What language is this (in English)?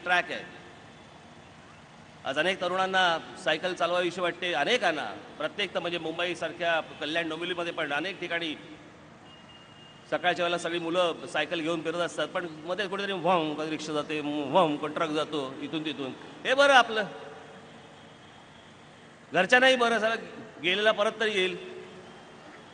Marathi